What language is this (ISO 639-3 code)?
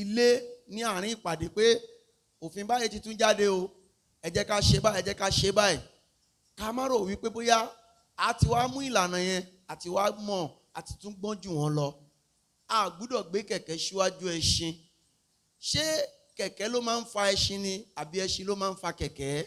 yor